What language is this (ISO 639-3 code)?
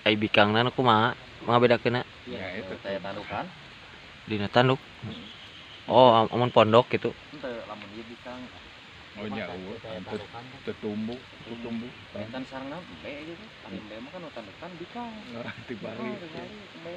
sun